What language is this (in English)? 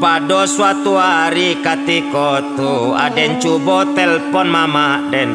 Minangkabau